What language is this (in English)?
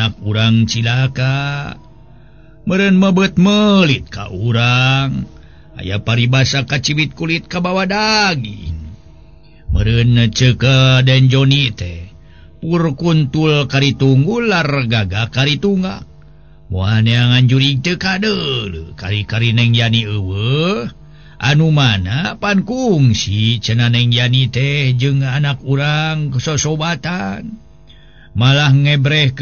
Sundanese